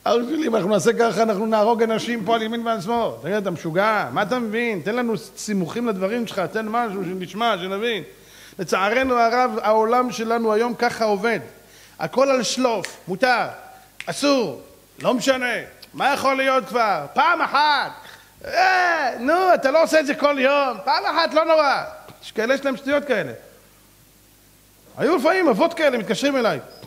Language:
Hebrew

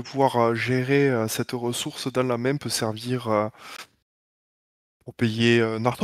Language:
French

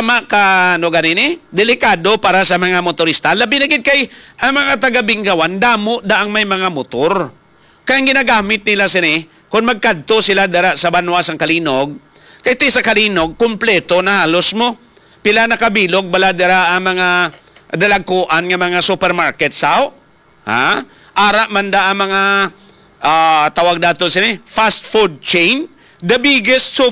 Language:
Hiligaynon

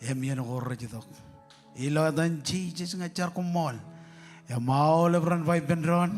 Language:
Marshallese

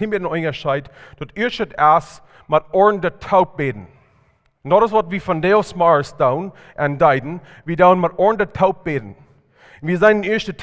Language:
Plautdietsch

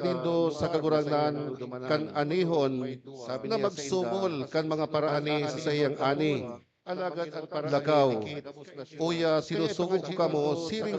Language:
Bikol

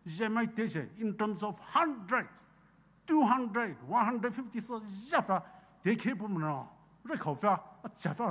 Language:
Poumei Naga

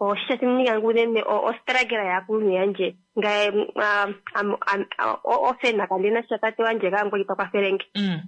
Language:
Kuanyama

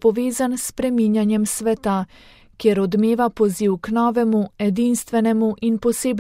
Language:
Slovenian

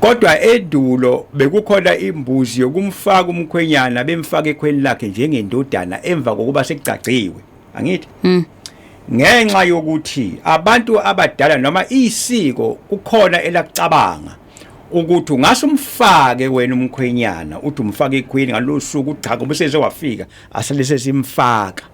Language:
Zulu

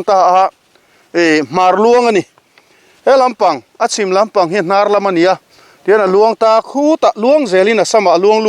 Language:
Mizo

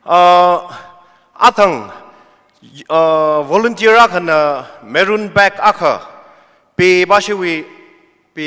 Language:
Tangkhul Naga (India)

